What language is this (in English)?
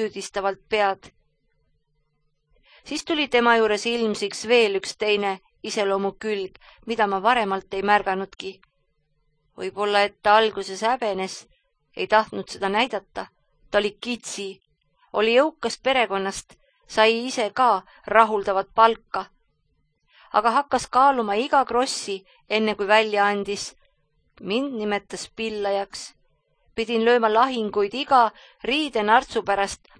Estonian